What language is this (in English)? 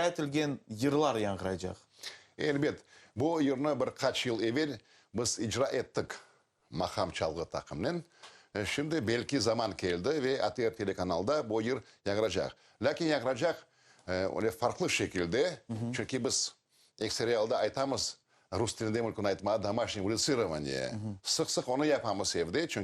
Crimean Tatar